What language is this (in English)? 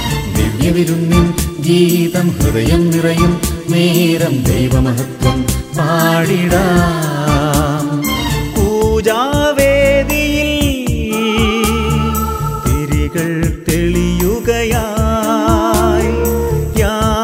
Malayalam